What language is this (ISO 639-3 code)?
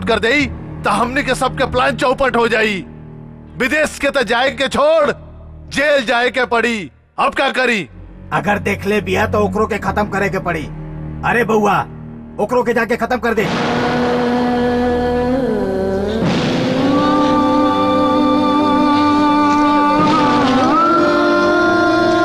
bho